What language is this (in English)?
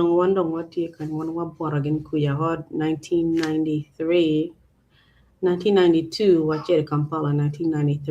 Acoli